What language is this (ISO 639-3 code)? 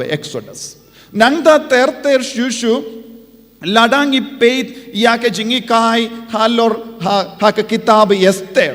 kha